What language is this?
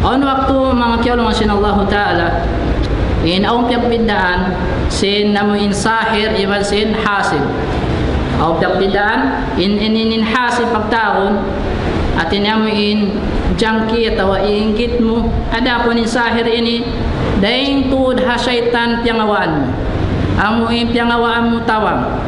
Tausug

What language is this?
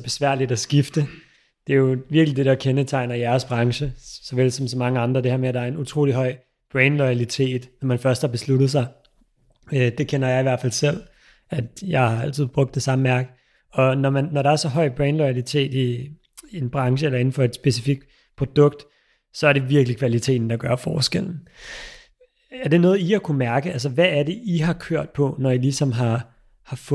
Danish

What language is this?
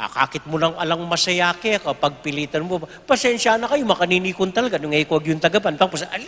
Pampanga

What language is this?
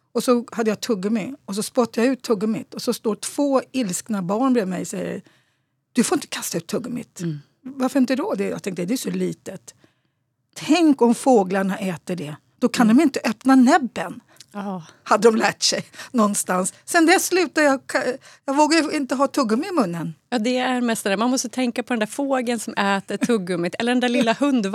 Swedish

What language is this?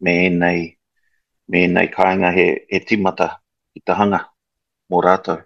Māori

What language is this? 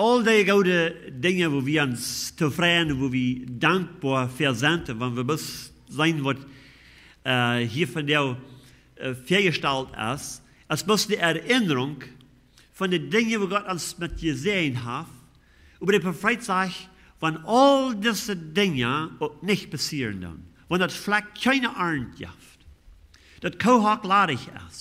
Plautdietsch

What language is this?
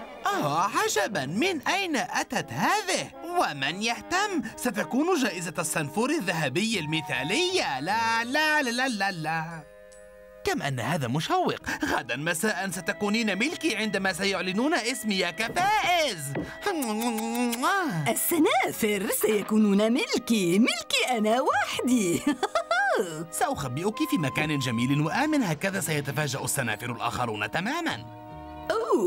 Arabic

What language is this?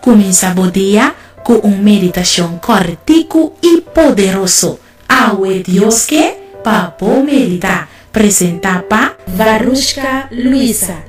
Papiamento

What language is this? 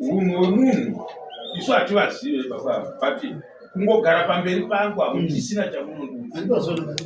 Shona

